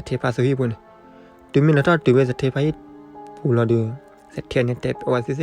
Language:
S'gaw Karen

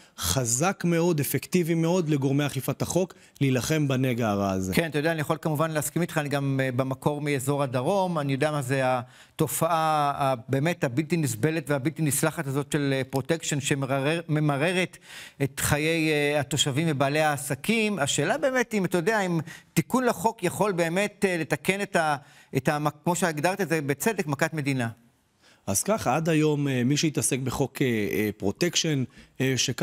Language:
Hebrew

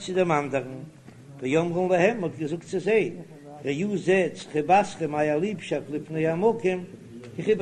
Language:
Yiddish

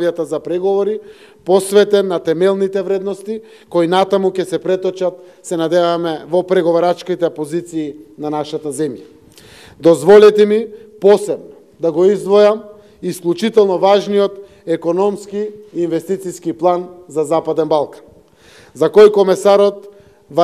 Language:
Macedonian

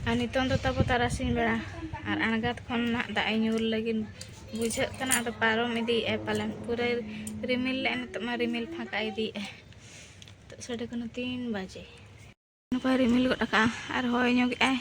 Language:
Santali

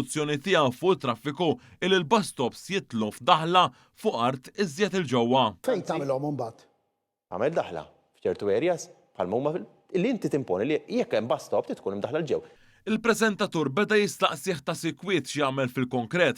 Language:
Maltese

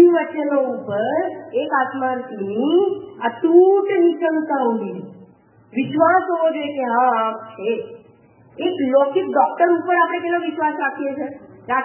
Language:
Gujarati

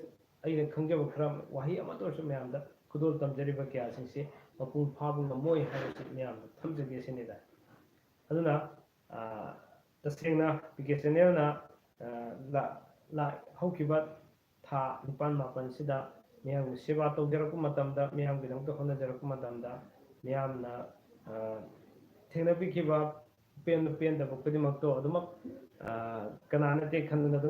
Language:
Manipuri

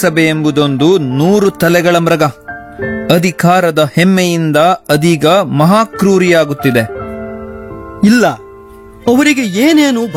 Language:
Kannada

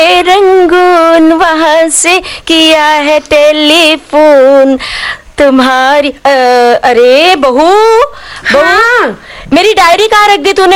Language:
Hindi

